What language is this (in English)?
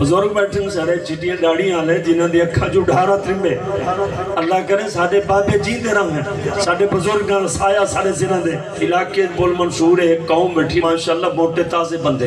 Saraiki